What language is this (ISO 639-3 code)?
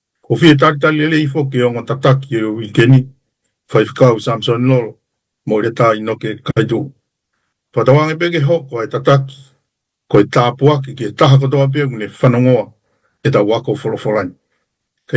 ton